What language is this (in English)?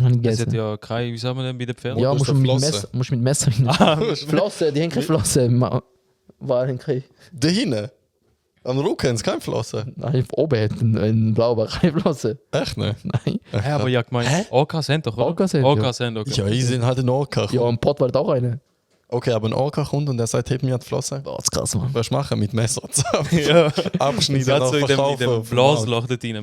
Swiss German